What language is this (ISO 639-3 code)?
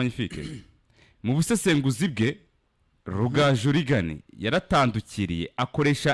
kin